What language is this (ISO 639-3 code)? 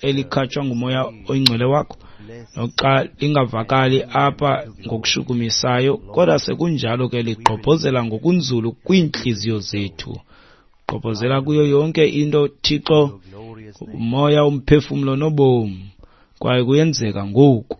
xho